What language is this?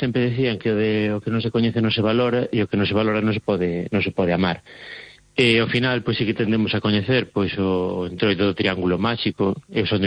Galician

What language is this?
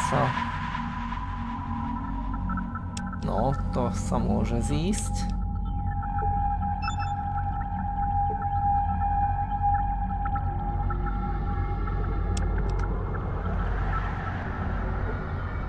Slovak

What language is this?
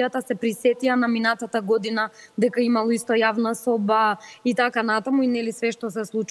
Macedonian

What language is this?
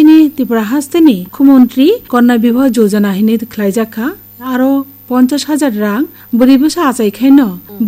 Kok Borok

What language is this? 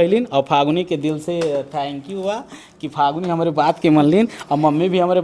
Bhojpuri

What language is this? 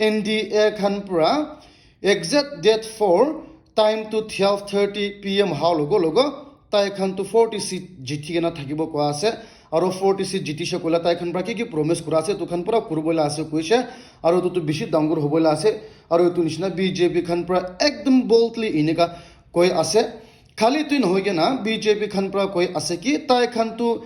Naga Pidgin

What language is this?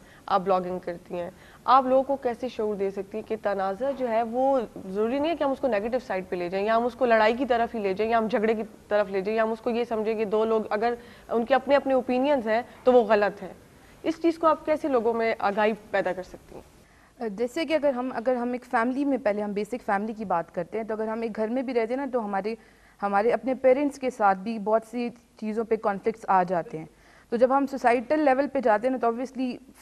Urdu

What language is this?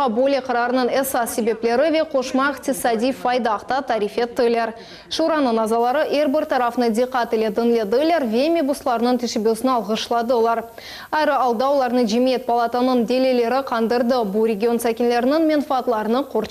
Crimean Tatar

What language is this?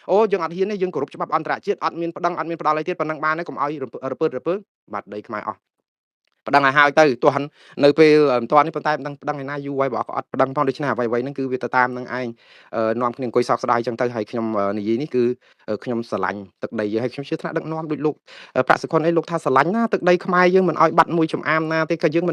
Khmer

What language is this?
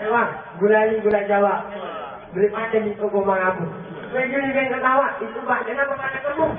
Betawi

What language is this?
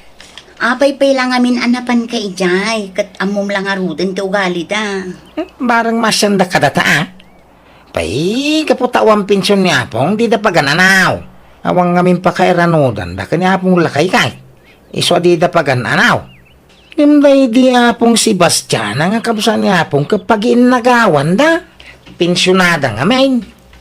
Iloko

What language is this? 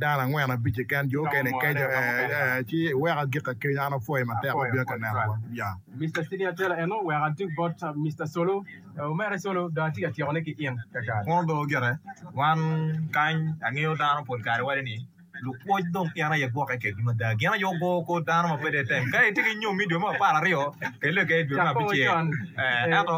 Acoli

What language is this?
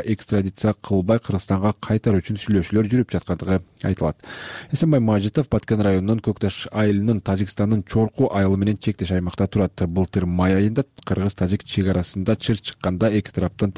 Kyrgyz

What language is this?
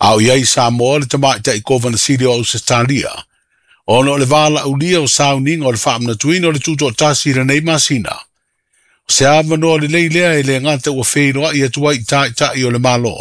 Samoan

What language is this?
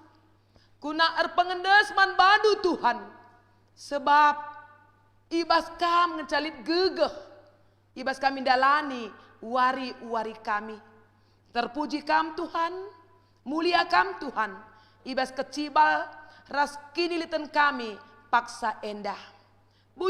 Batak Karo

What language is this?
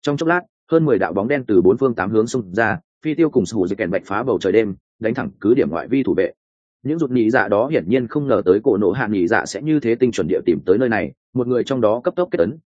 Vietnamese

